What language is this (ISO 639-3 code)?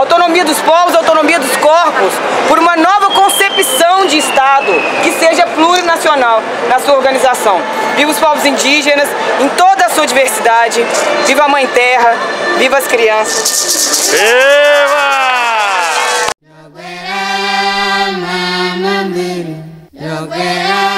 por